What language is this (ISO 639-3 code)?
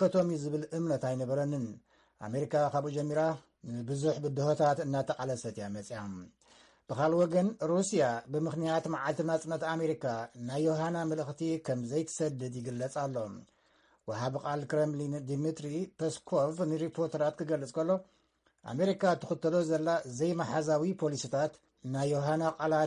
tir